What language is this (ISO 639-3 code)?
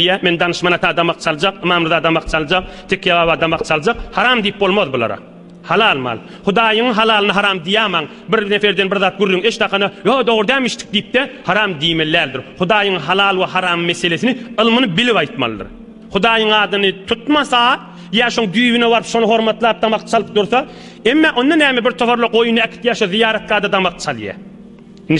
tuk